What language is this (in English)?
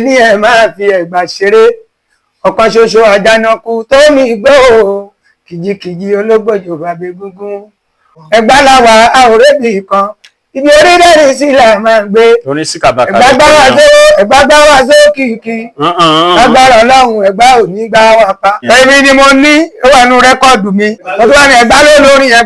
Yoruba